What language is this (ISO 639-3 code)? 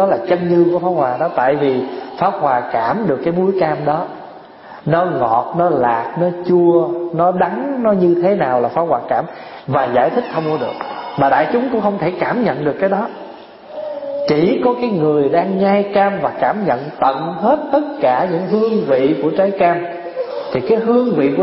vie